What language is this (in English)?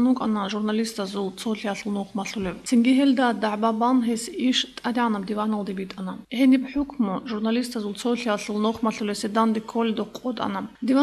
Avaric